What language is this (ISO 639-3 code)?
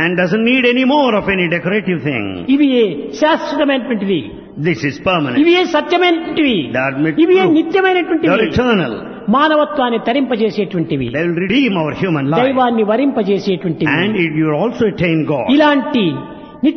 tel